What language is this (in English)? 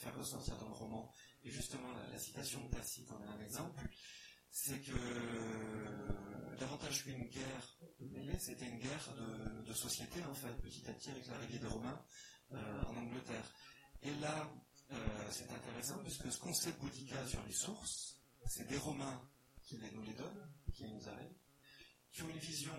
French